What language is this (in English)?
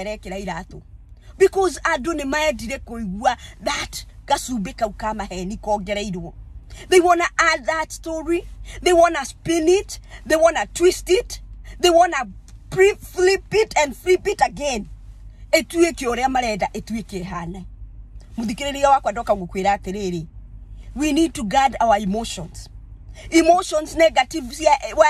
Kikuyu